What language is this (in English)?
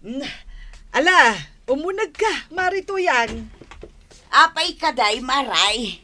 Iloko